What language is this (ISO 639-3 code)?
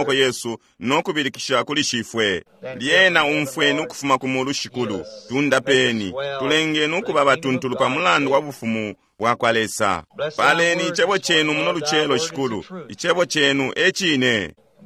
bem